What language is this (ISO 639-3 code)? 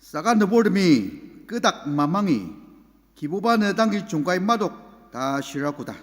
njo